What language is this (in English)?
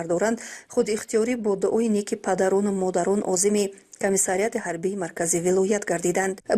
Tajik